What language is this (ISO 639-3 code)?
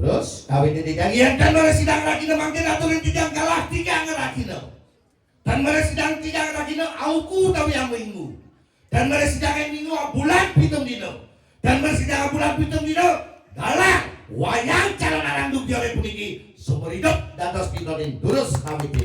ban